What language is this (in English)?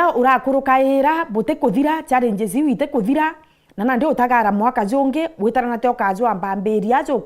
Meru